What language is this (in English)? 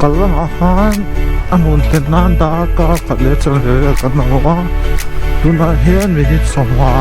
Mizo